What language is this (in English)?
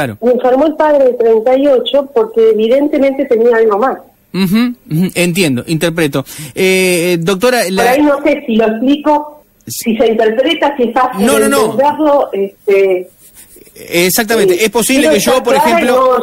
Spanish